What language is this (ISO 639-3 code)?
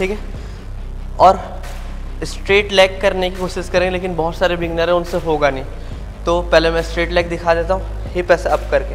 hin